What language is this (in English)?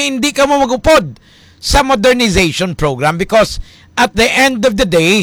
Hiligaynon